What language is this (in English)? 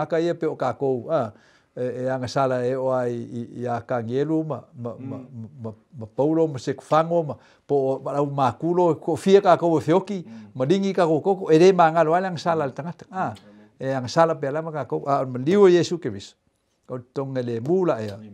Samoan